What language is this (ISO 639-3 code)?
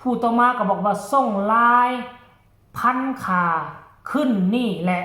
tts